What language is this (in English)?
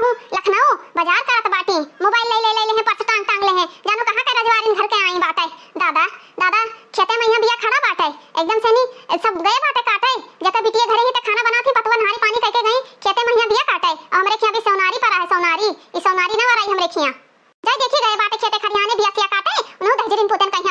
Awadhi